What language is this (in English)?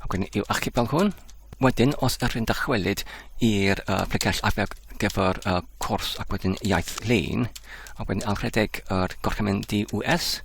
Welsh